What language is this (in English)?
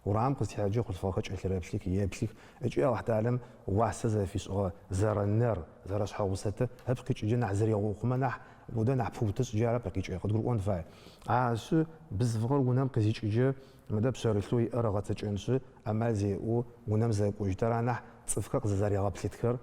Adyghe